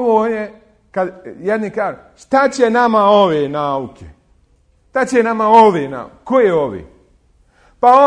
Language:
Bosnian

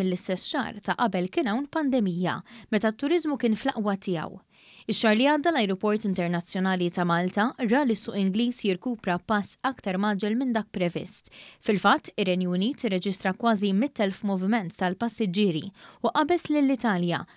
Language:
Maltese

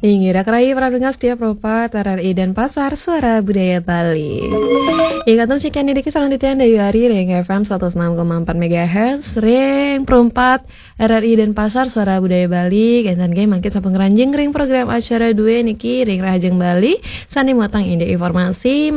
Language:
Balinese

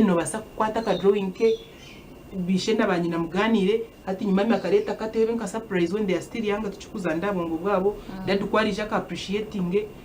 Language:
Nyankole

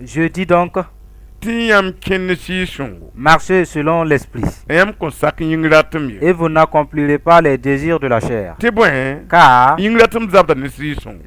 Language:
Mossi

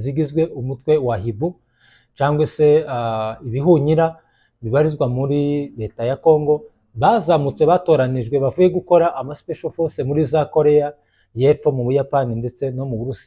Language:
Kinyarwanda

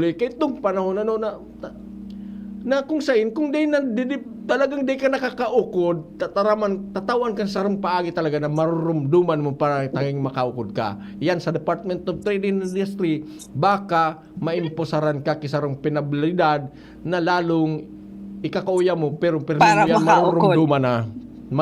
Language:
Bikol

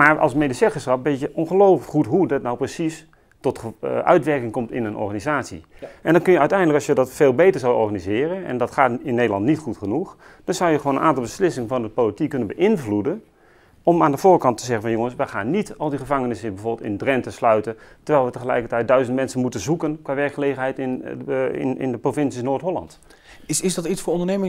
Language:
Dutch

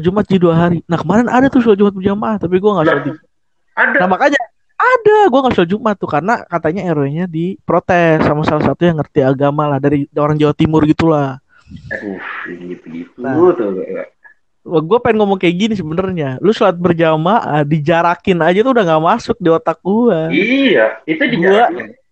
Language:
Indonesian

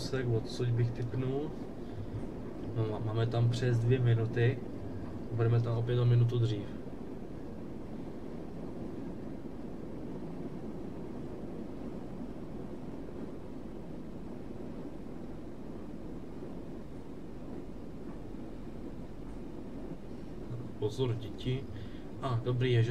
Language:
Czech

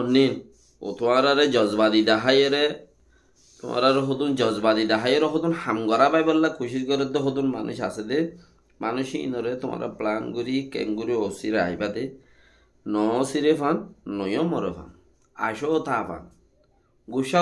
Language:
Rohingya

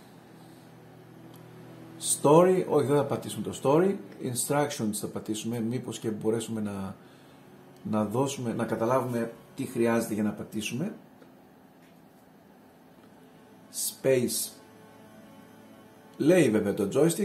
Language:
Greek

